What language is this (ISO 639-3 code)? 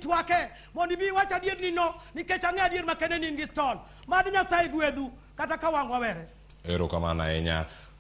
luo